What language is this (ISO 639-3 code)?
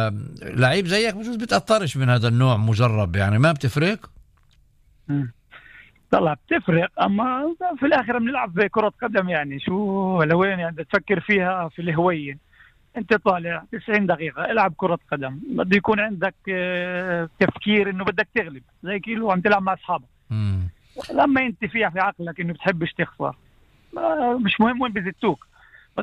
apc